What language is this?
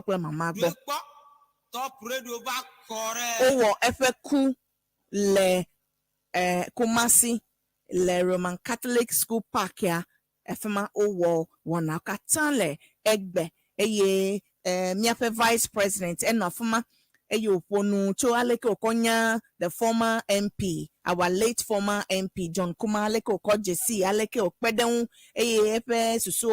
Ewe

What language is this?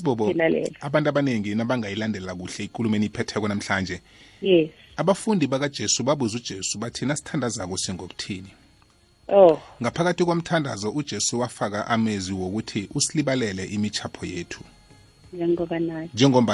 South Ndebele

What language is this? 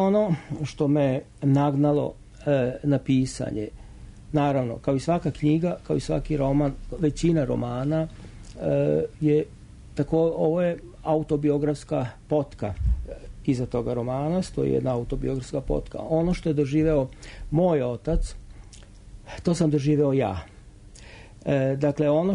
Serbian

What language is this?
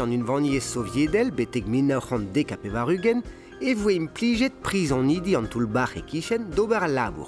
Breton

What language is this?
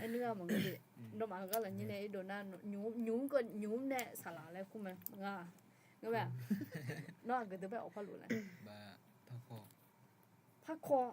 Akha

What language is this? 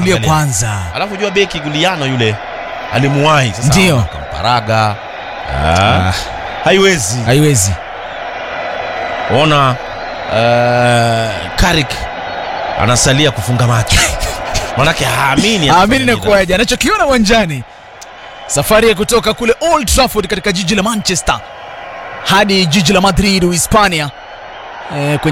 Swahili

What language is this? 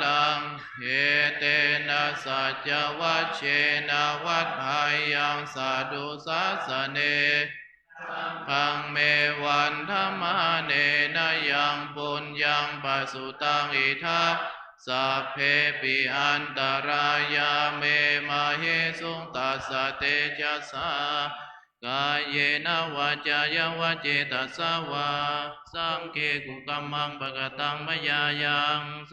Pali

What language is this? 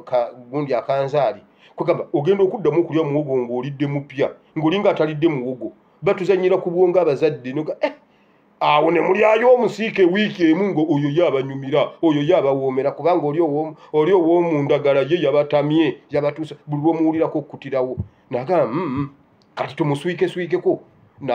Ganda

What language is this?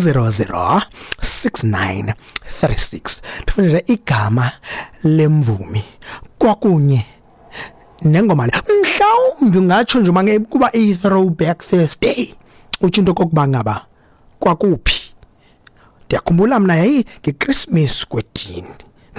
Xhosa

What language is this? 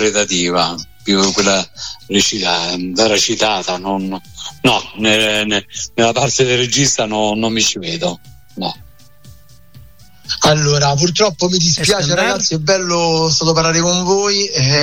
Italian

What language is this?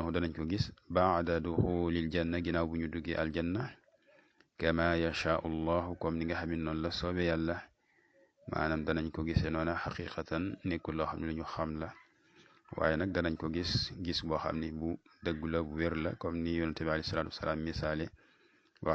Wolof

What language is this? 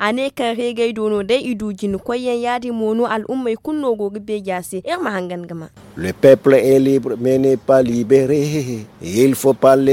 Zarma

